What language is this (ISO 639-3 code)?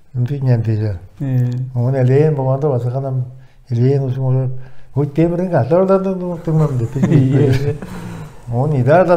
tyv